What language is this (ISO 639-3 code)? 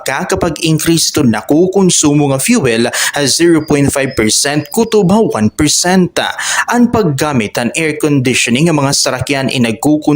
war